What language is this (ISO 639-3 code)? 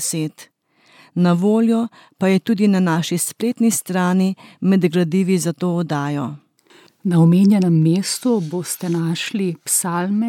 slv